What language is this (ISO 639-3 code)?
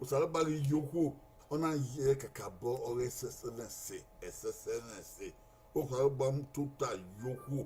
bin